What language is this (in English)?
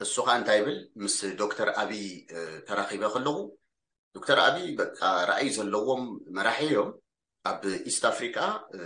Tigrinya